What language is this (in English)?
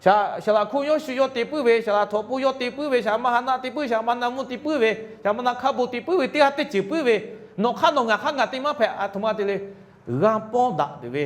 Lahu